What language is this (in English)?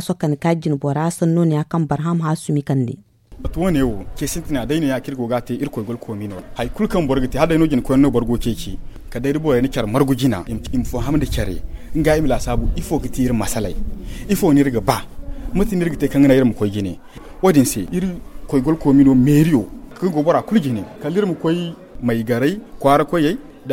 Zarma